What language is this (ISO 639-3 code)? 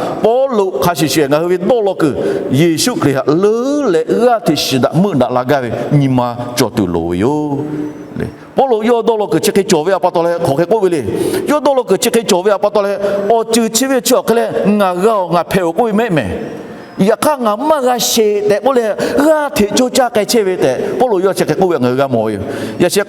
lhu